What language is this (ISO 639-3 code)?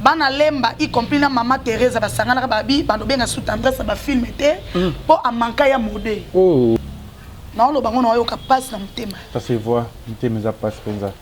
lin